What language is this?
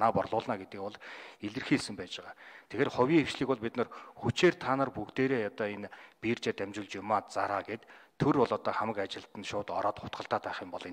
Mongolian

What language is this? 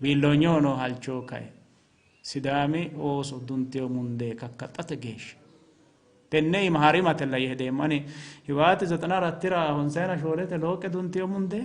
Sidamo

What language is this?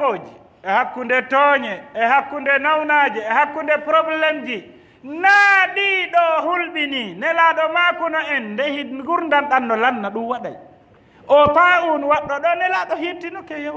Fula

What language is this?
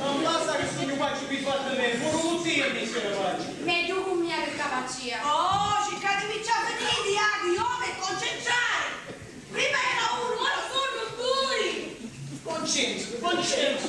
Sicilian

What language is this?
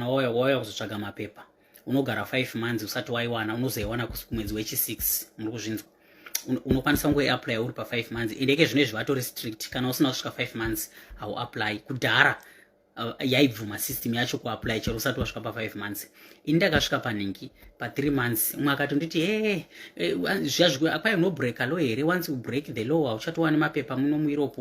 Shona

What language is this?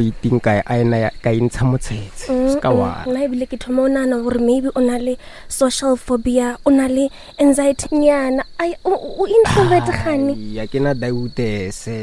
Northern Sotho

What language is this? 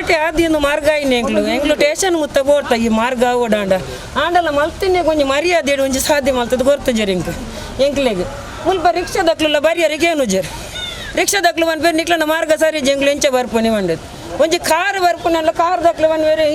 Tulu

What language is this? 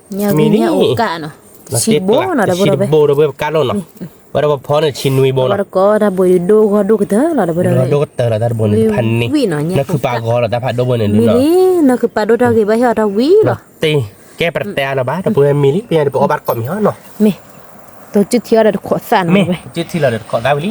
S'gaw Karen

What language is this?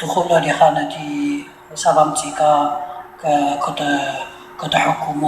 Tigrinya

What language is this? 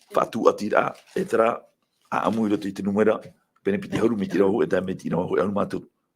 Tahitian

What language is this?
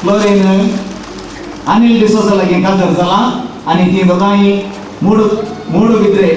Konkani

